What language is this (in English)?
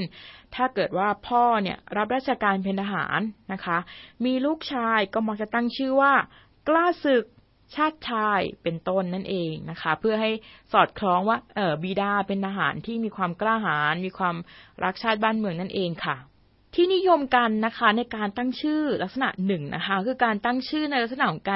Thai